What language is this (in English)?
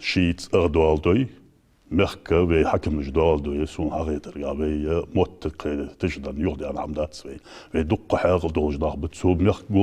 Ingush